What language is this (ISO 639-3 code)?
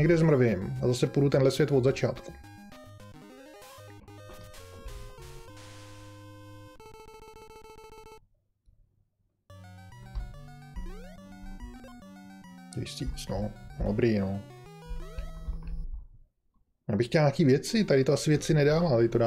ces